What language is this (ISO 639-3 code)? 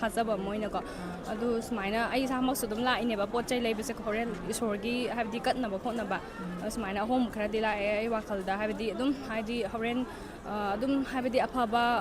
mni